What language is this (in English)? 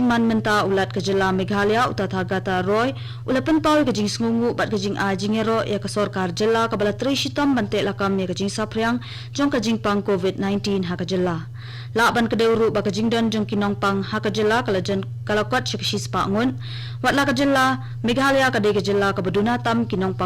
Khasi